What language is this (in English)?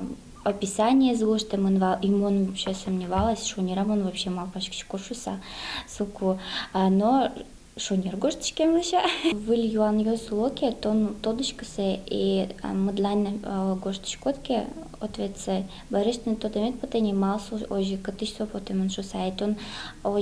Udmurt